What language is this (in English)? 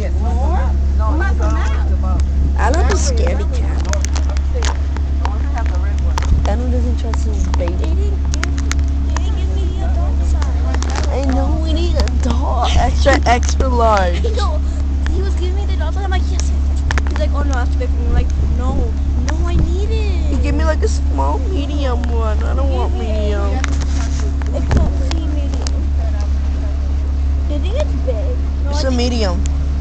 English